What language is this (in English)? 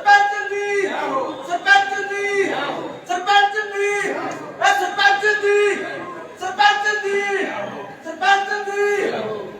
Dogri